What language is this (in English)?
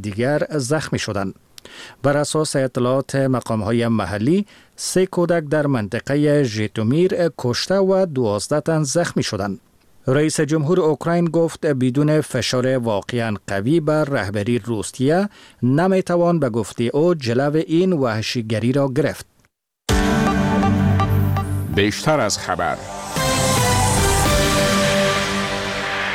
Persian